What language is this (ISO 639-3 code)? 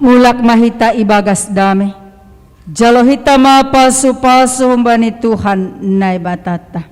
bts